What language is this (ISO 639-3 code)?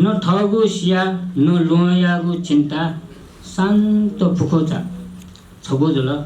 new